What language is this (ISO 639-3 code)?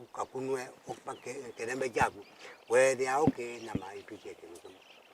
kam